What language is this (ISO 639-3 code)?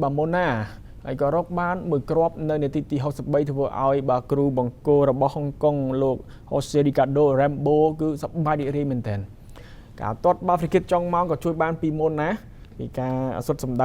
khm